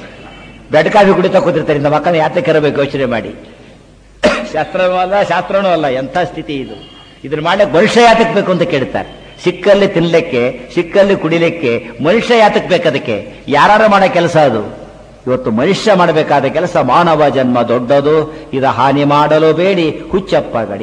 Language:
Kannada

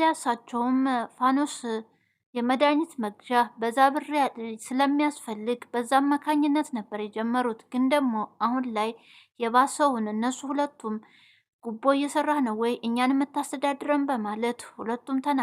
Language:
Amharic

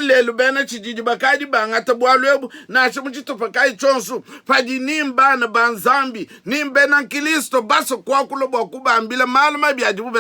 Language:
Luba-Lulua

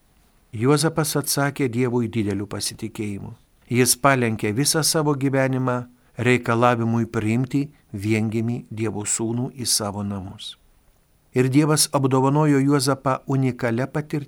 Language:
Lithuanian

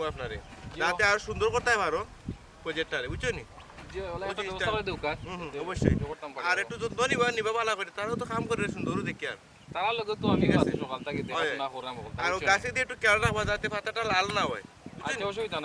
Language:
Sylheti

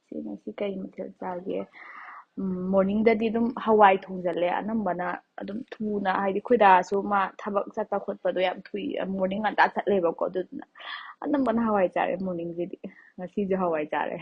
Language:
Manipuri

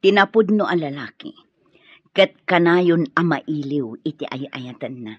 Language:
Iloko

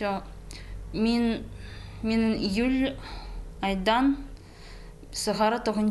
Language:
Khakas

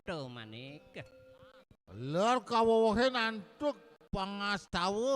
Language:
Balinese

